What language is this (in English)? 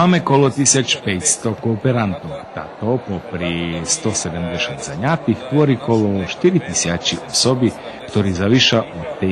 Rusyn